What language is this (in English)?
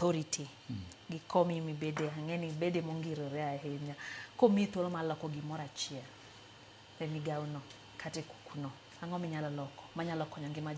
Luo (Kenya and Tanzania)